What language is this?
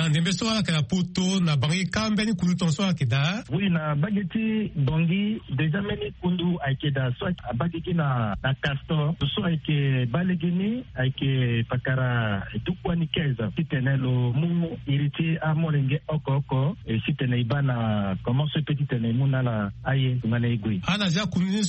Sango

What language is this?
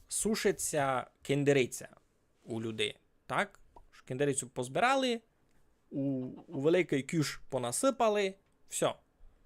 Rusyn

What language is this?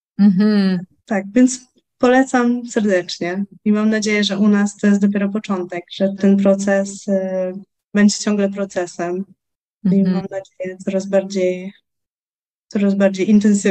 Polish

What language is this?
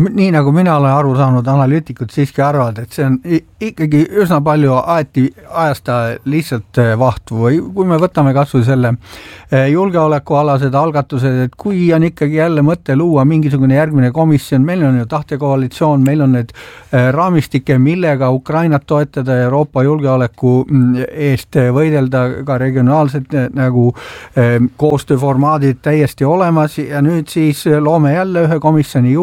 Estonian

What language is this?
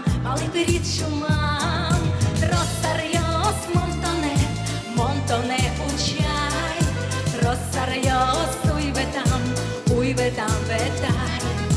Udmurt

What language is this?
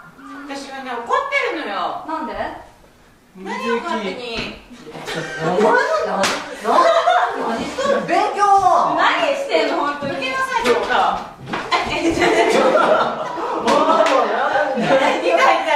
Japanese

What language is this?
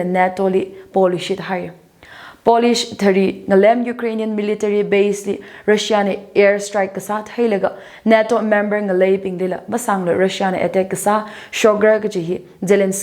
Tangkhul Naga (India)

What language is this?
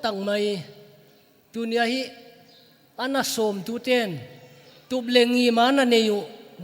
Paite Chin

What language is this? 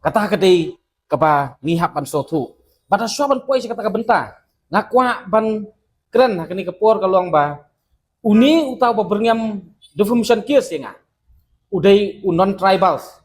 Khasi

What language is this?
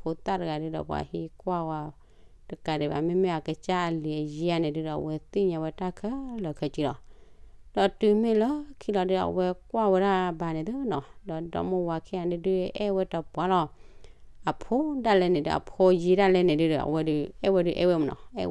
S'gaw Karen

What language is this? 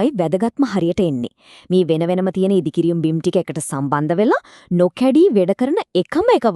Sinhala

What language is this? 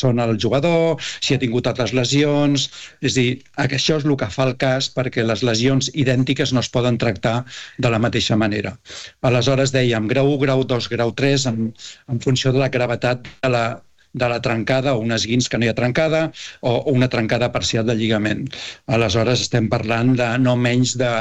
Catalan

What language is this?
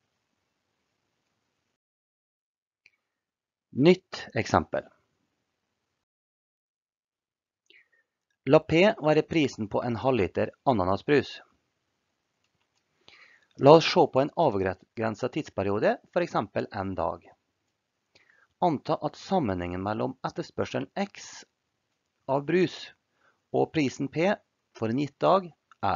Norwegian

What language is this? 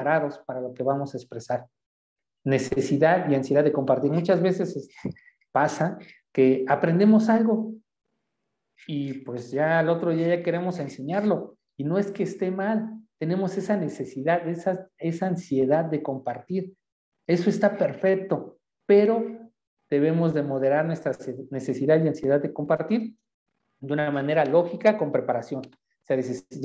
Spanish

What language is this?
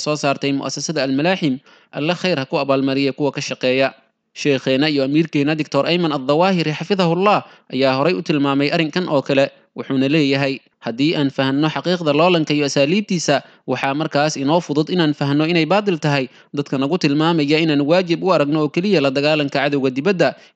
Somali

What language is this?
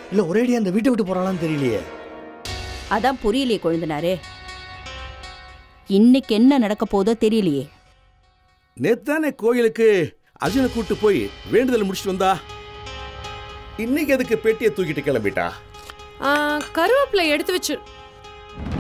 Tamil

